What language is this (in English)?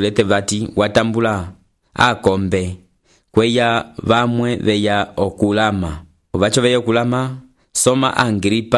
Umbundu